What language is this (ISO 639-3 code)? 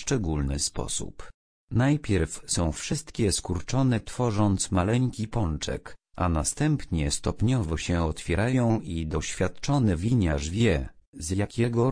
pol